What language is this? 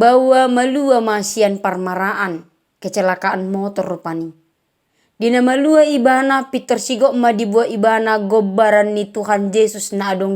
Batak Toba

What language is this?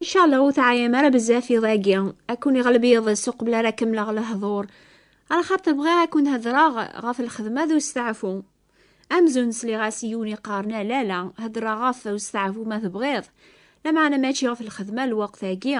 Kabyle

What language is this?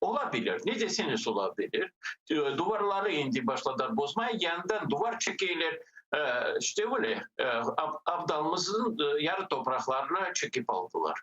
Crimean Tatar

